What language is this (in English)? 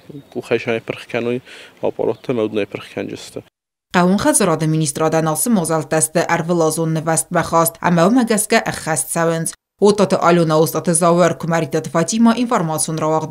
Ossetic